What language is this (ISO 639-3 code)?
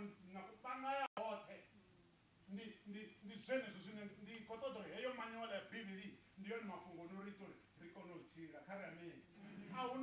ven